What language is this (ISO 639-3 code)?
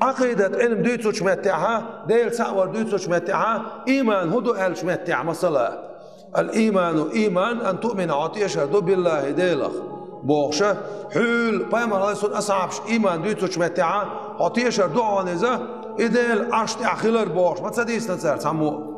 che